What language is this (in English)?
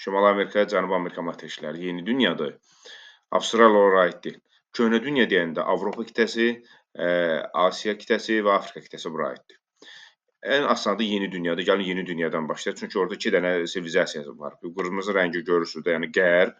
Azerbaijani